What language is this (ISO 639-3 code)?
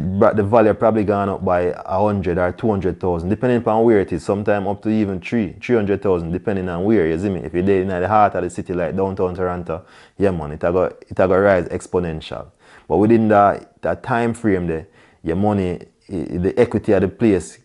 jam